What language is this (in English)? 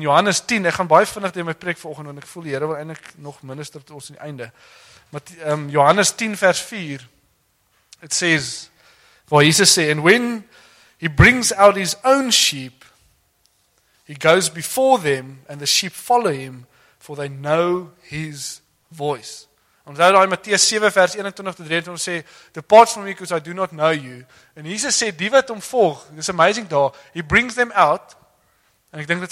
Afrikaans